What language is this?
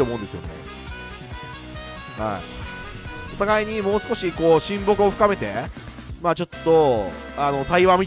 Japanese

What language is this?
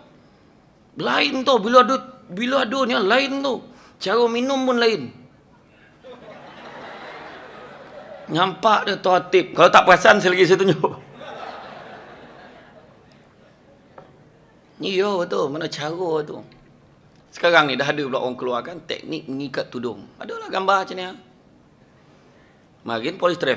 Malay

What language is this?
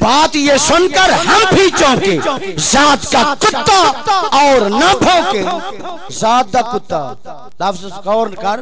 Saraiki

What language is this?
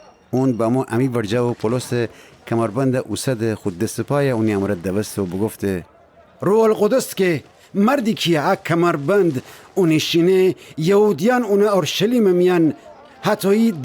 Gilaki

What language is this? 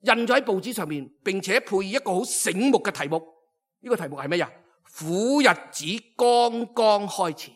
Cantonese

